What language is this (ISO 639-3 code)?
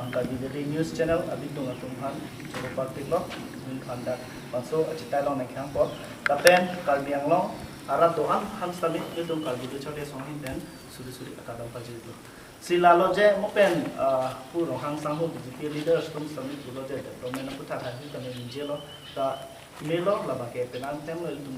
mjw